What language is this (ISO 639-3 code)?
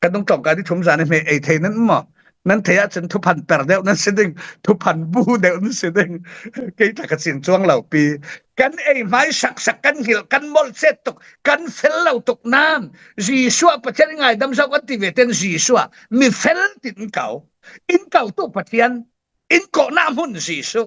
cfm